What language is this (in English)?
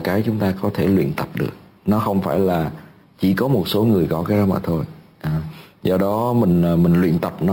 Vietnamese